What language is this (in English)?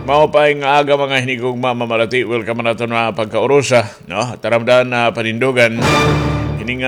Waray